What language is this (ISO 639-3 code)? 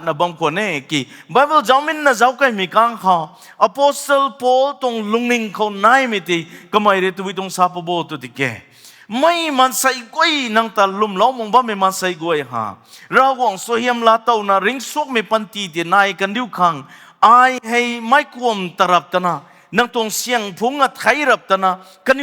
nbu